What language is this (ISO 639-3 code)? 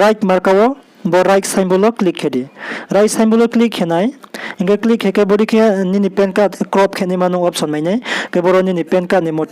ria